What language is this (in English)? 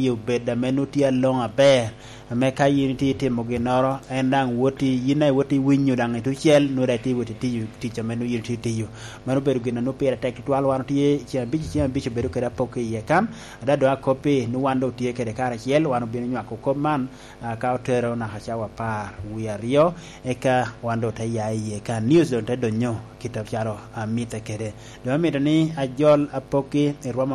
Lango (Uganda)